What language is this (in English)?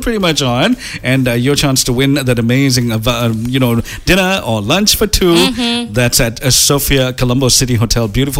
English